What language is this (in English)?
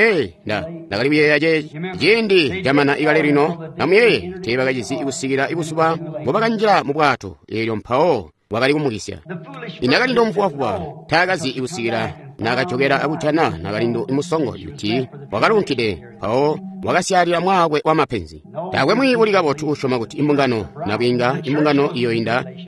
Tonga (Zambia)